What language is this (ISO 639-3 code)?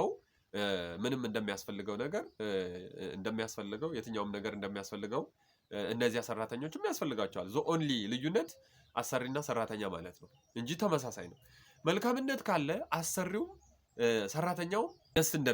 amh